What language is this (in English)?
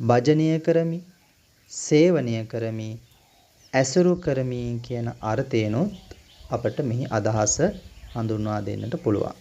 Sinhala